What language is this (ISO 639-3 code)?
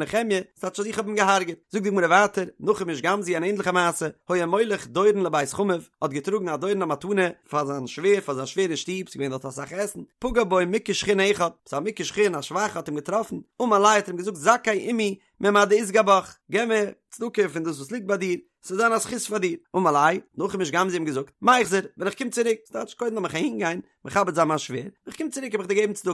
yid